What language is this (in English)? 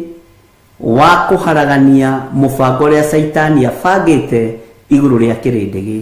Kikuyu